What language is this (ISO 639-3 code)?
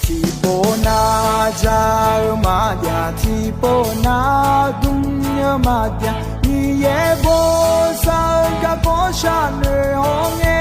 ahk